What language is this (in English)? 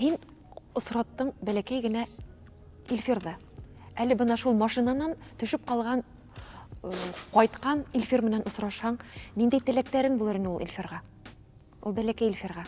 Bashkir